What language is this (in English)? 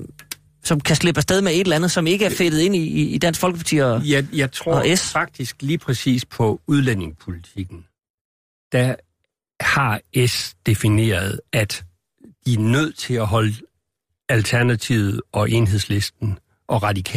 Danish